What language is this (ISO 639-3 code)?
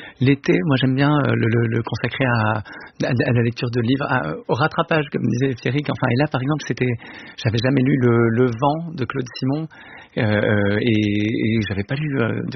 fra